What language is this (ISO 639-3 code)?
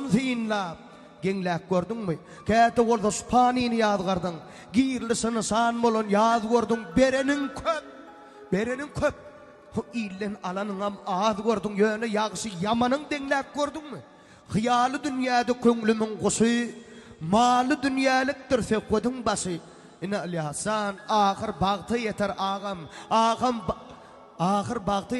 tuk